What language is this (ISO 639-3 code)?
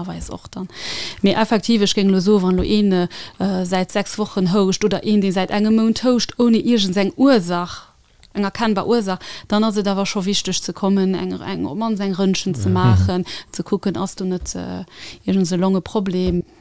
ltz